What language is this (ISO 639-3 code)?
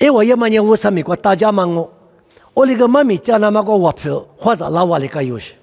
lis